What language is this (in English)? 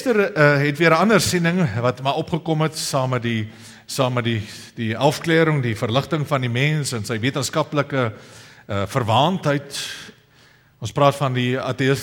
Afrikaans